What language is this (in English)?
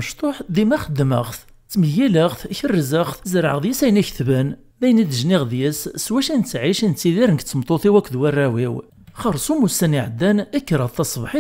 Kabyle